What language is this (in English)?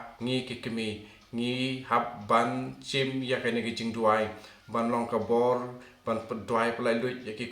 Khasi